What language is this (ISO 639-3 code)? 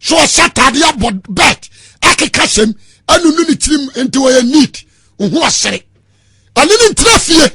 aka